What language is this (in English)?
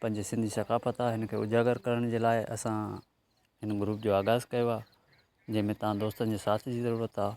Sindhi